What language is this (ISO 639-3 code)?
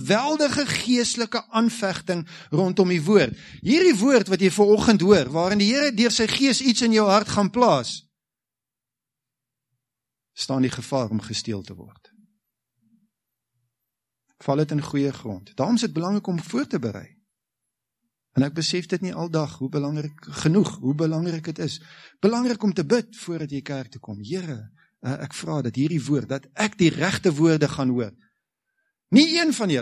afr